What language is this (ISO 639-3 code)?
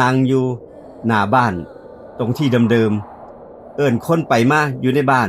tts